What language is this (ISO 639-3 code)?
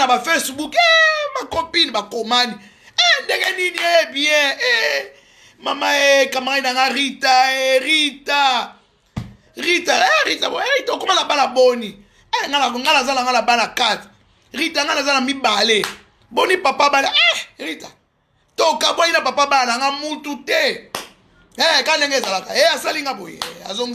lin